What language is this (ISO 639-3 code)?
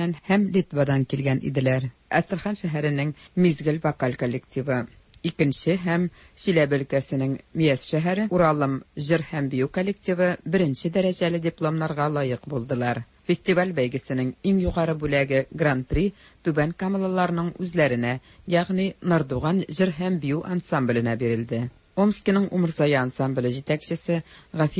tat